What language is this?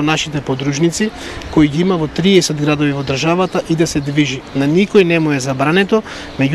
Macedonian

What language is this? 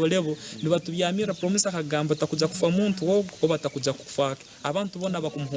Nyankole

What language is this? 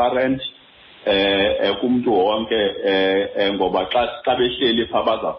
Xhosa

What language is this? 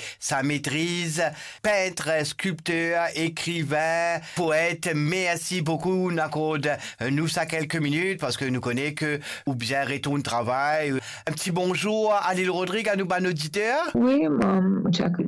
Morisyen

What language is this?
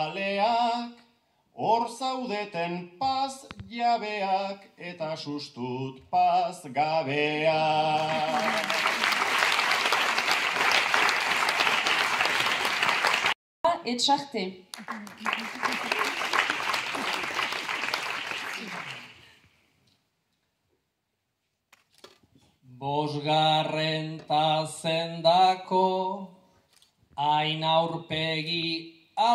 Basque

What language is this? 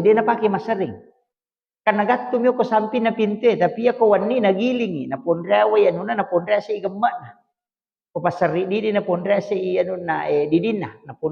Buginese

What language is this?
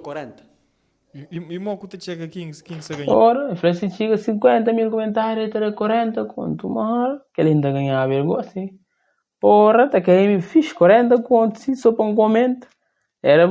Kabuverdianu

